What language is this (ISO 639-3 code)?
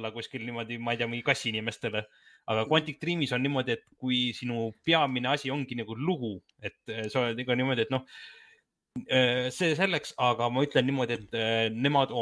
est